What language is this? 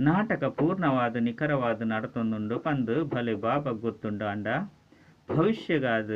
Tulu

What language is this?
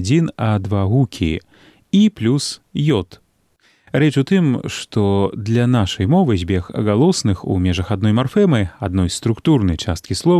Belarusian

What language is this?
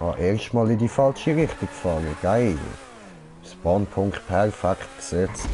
Swiss German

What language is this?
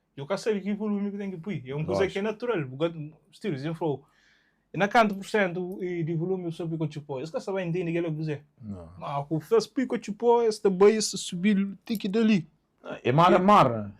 Kabuverdianu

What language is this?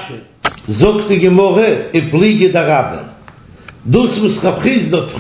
Yiddish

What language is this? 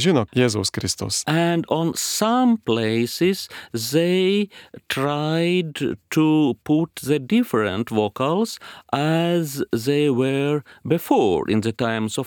Lithuanian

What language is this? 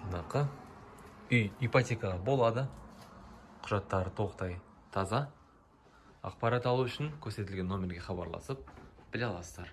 Kazakh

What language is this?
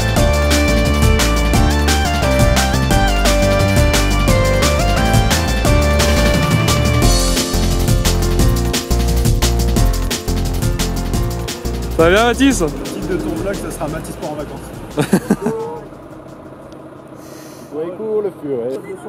French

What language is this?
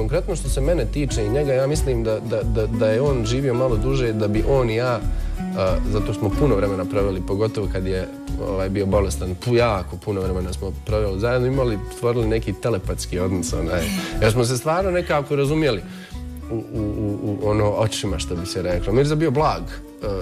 Bosnian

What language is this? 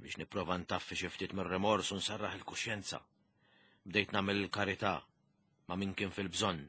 Maltese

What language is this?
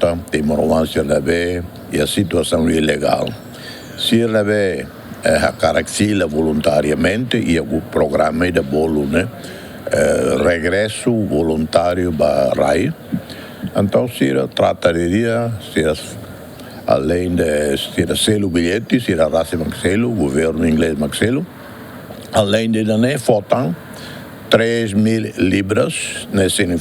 Tetum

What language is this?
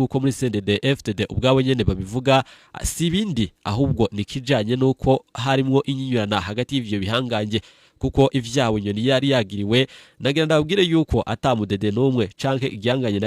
Rundi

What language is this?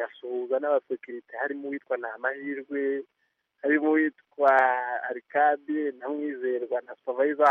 Kinyarwanda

